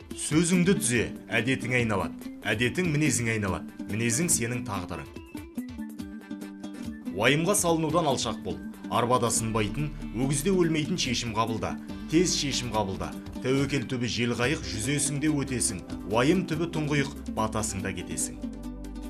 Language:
Kazakh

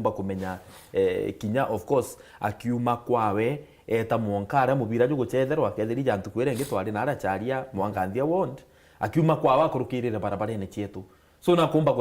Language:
Meru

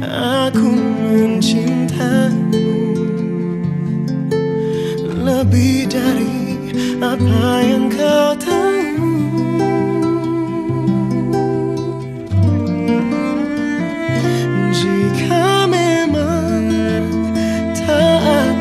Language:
Indonesian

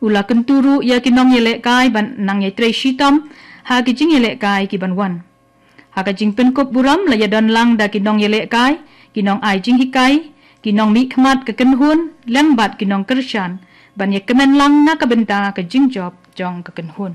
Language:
Khasi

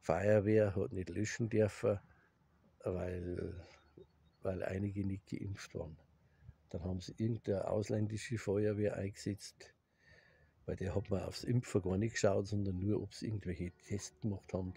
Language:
Bavarian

